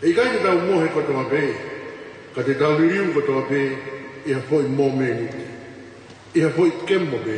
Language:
Tongan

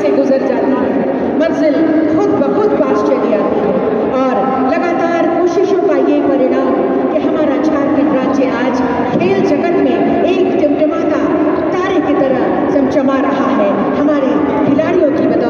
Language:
Hindi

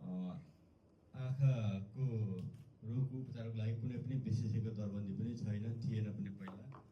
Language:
Nepali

